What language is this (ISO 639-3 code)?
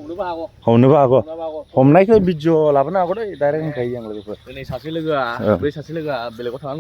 brx